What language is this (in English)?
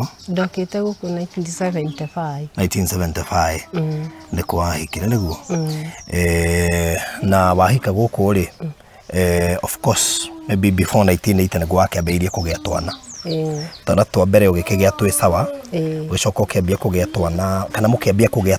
Kikuyu